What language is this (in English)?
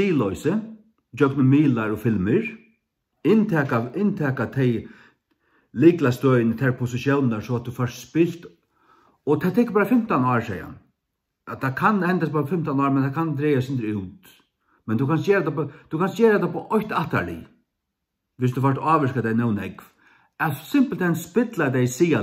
Faroese